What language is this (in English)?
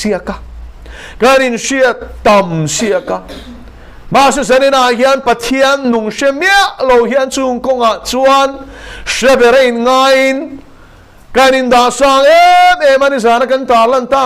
Mizo